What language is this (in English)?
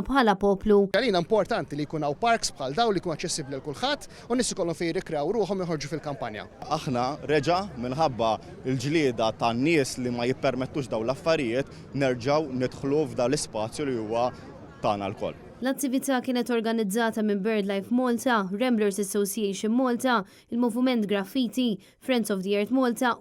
Maltese